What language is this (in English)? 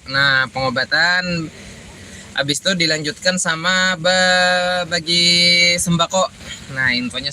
Banjar